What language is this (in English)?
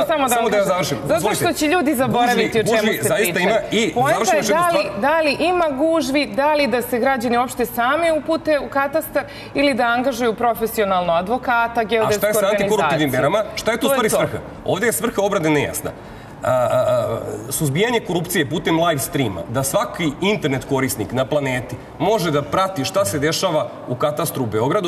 Serbian